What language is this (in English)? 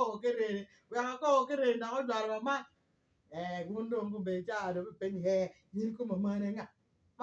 Acoli